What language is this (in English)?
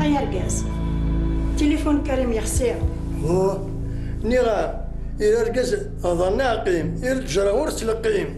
Kabyle